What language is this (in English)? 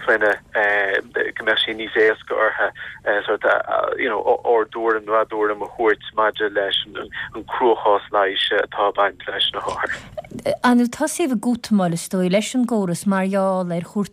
Irish